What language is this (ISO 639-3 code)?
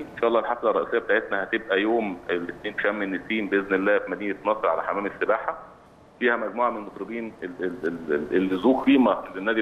arz